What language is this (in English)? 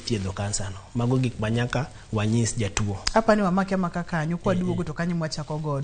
Luo (Kenya and Tanzania)